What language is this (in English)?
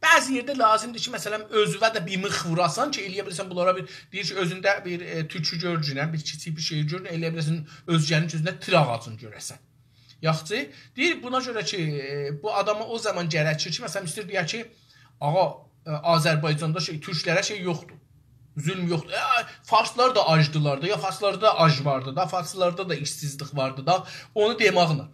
South Azerbaijani